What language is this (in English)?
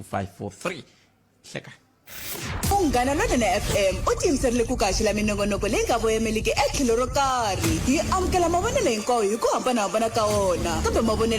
Tsonga